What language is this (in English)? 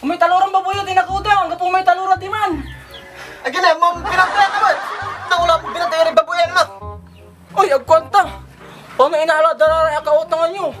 Pangasinan